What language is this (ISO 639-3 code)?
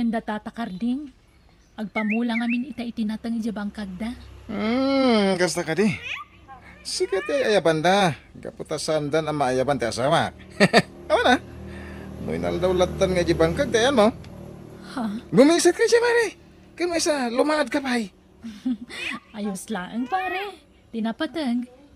ilo